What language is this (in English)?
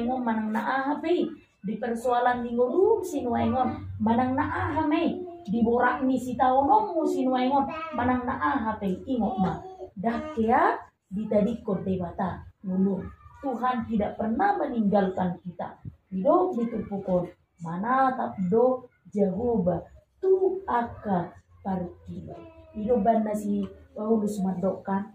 Batak Toba